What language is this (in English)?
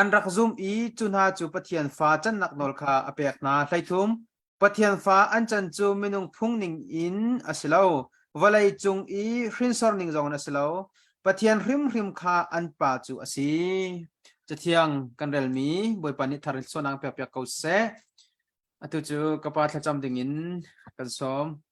Hakha Chin